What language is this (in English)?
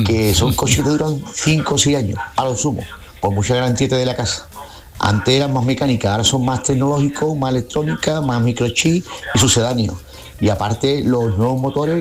Spanish